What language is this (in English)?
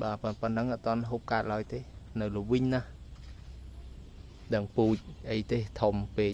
Khmer